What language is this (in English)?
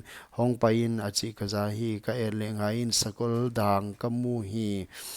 Paite Chin